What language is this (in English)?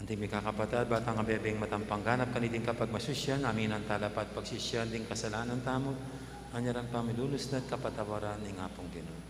Pampanga